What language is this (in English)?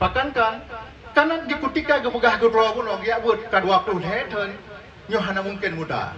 Achinese